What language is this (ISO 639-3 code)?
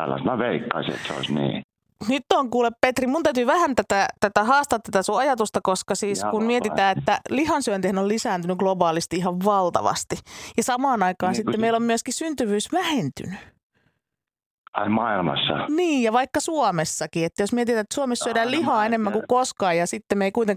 fin